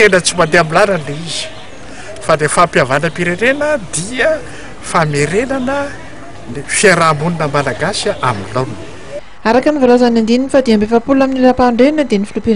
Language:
Malagasy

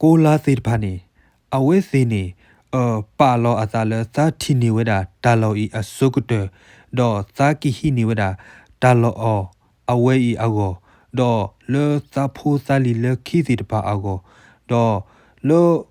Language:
S'gaw Karen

